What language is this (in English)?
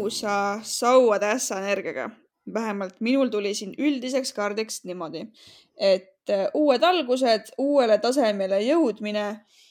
Estonian